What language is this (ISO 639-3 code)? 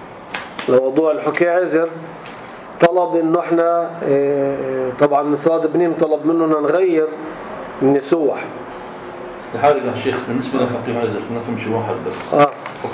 apc